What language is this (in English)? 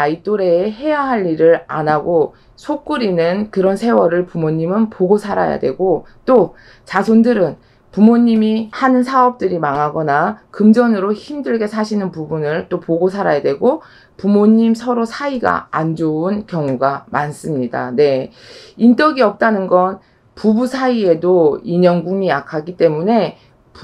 Korean